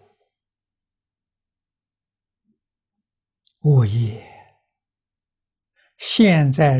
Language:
Chinese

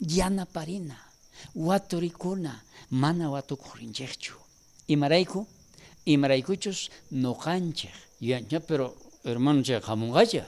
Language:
South Bolivian Quechua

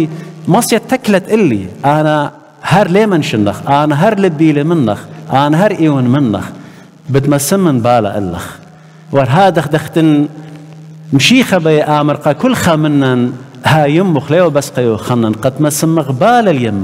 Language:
Assyrian Neo-Aramaic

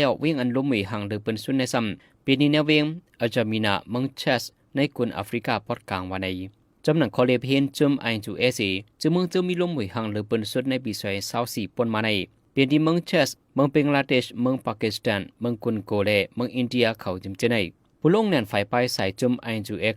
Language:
Shan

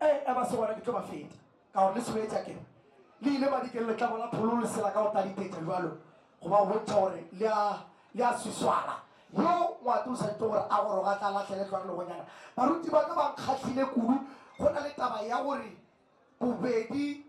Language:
Northern Sotho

